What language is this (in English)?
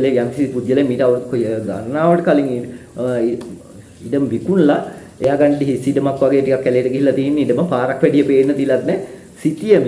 Sinhala